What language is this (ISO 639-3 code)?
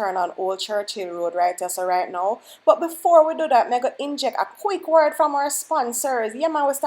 jam